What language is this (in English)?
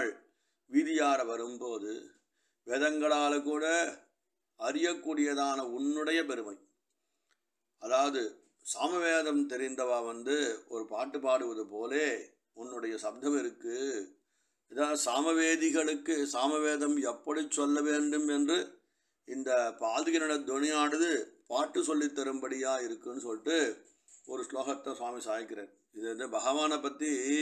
Tamil